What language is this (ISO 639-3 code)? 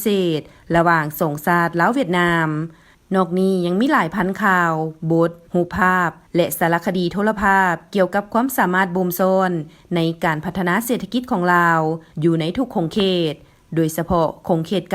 lao